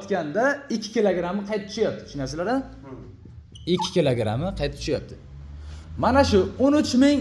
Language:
Uzbek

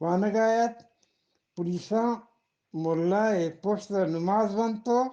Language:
Eastern Balochi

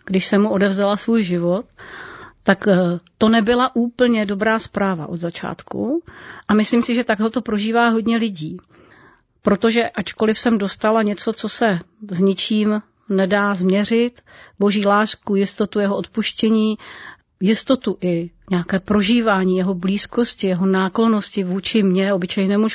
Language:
Czech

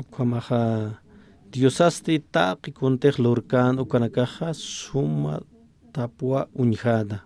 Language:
Aymara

